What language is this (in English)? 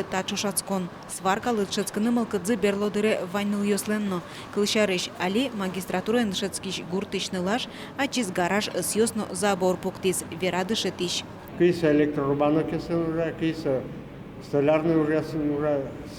Udmurt